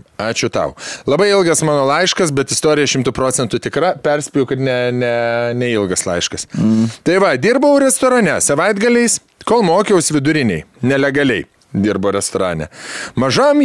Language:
Lithuanian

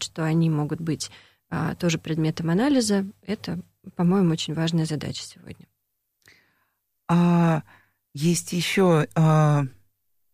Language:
Russian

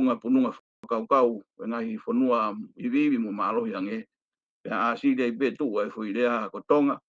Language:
Tongan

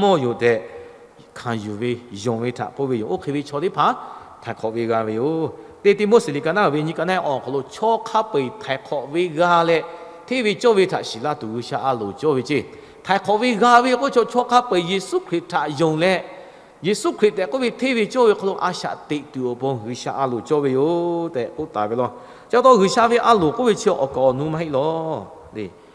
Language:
Lahu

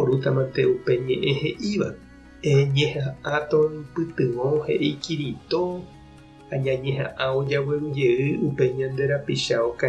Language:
Guarani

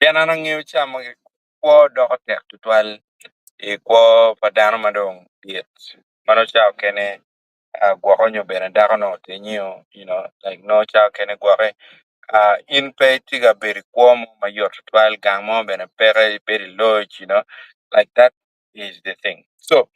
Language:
Acoli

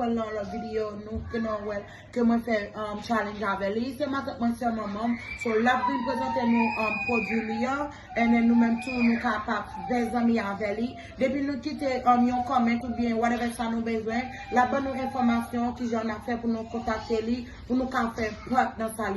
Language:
Haitian Creole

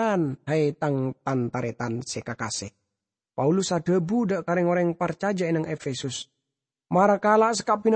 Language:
Madurese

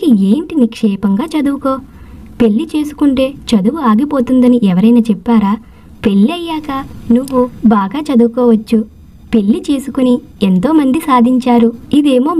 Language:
Telugu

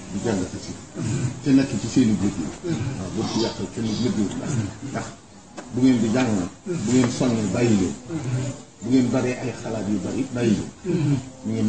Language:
Wolof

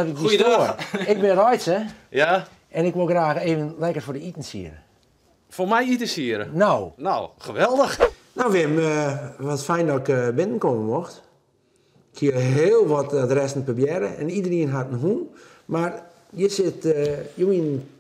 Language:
Western Frisian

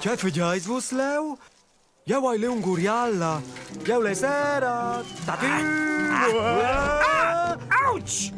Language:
Romansh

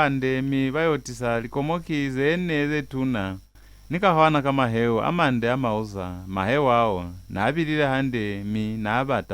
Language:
Lozi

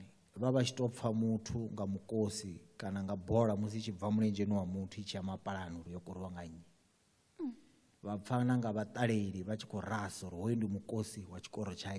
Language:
Venda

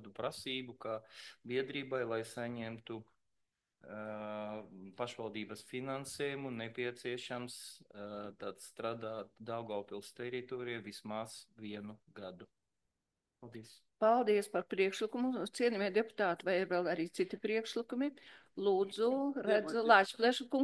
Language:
Latvian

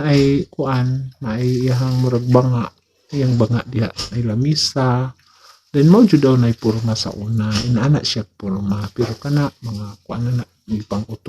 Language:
Cebuano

